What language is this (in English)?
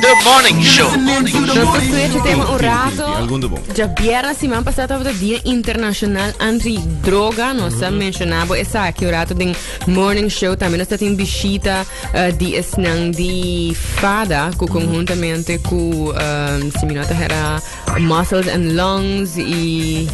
Papiamento